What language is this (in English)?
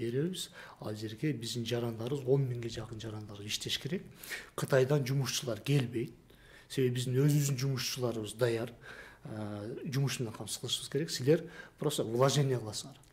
Kyrgyz